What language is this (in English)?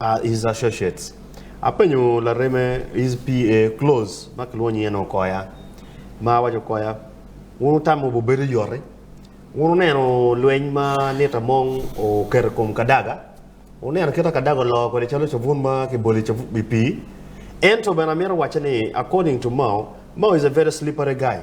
Acoli